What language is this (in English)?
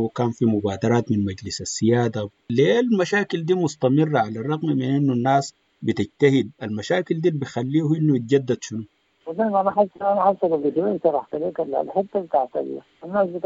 Sudanese Arabic